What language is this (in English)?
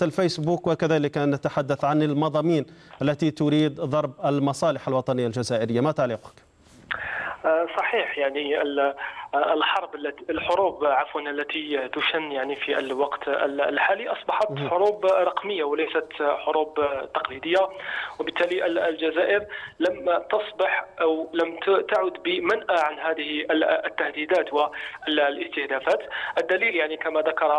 Arabic